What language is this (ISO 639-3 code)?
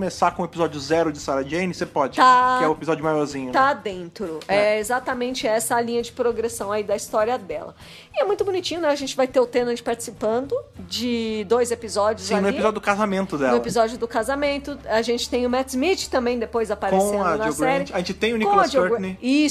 por